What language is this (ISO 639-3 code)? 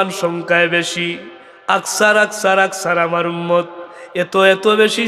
syl